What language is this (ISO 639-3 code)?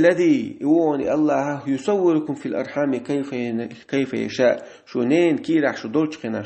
che